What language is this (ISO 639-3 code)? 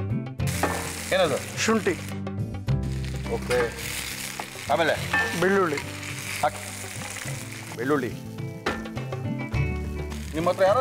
kan